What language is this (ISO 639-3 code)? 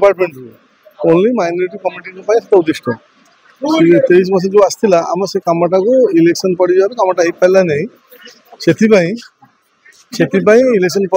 ori